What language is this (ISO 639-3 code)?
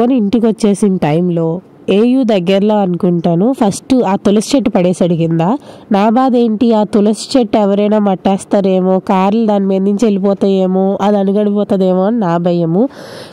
tel